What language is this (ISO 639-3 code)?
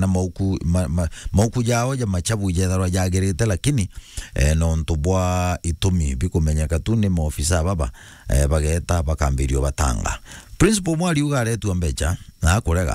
mer